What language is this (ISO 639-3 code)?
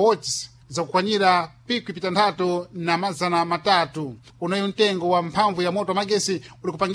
seh